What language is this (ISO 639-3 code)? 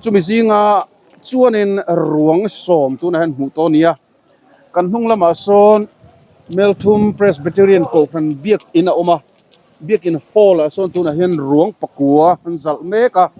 lus